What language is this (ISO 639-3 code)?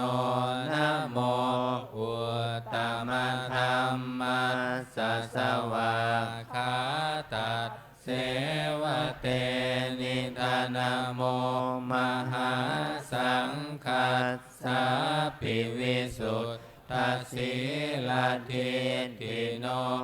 pli